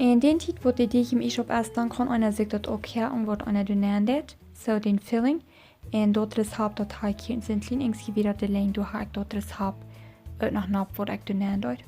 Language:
Plautdietsch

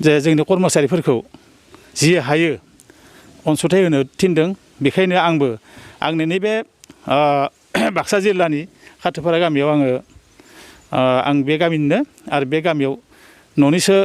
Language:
Bodo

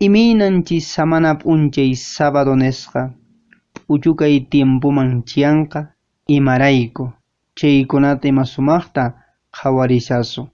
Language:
Quechua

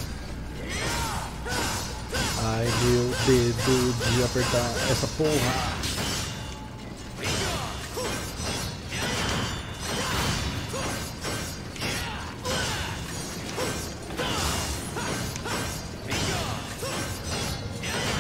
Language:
Portuguese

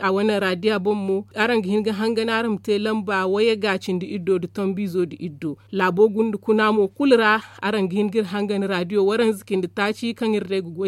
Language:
Zarma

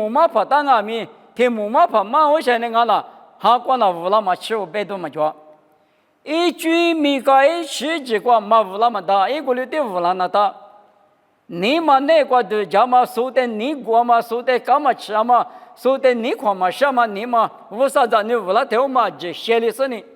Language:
Lisu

